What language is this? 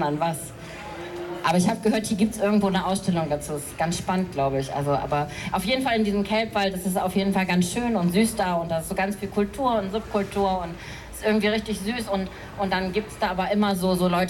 German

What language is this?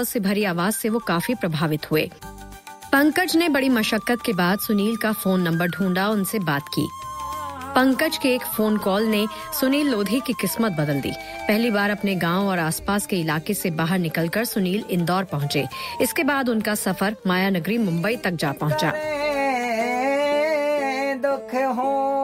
Hindi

